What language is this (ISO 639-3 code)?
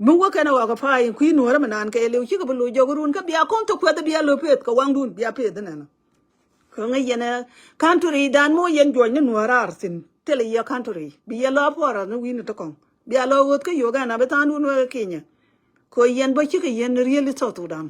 nus